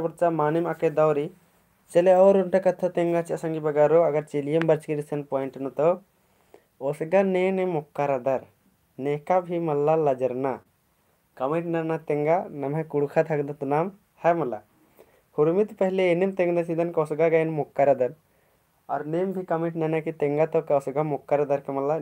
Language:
Kurukh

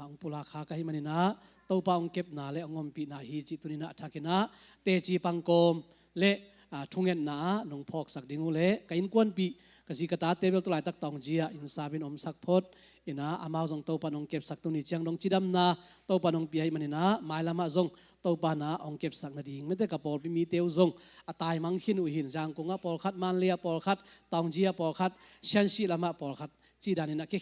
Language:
Tedim Chin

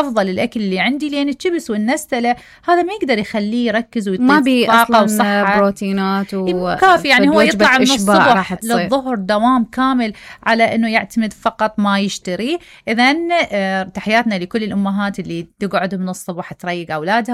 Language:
Mesopotamian Arabic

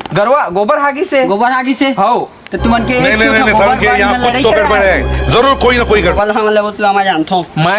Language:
Chhattisgarhi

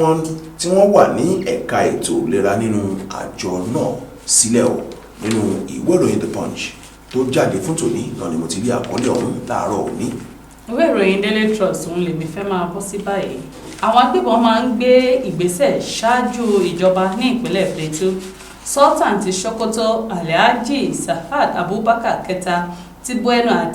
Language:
Yoruba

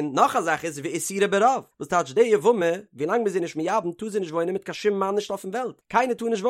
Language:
Yiddish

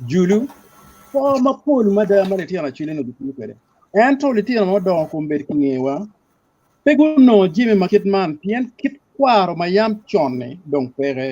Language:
Acoli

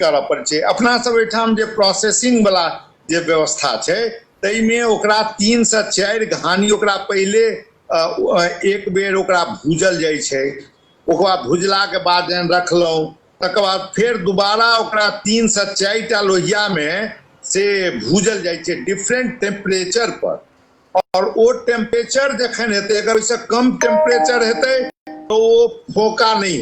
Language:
Maithili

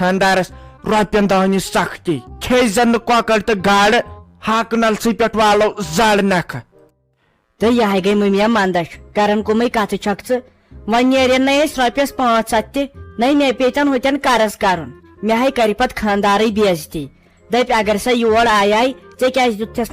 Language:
Kashmiri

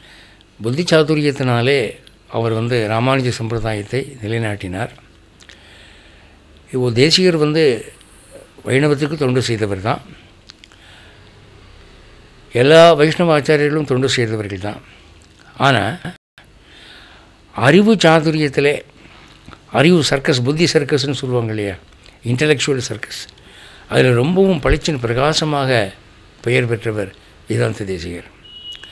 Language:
Tamil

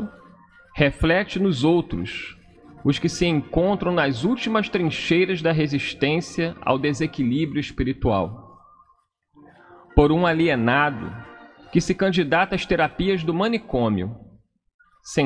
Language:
Portuguese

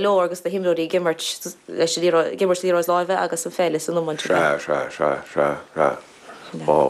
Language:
Irish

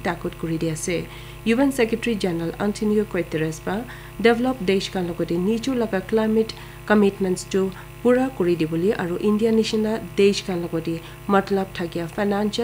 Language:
Naga Pidgin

